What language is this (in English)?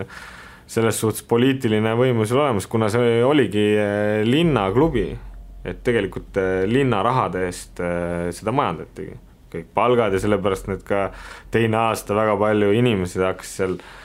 Estonian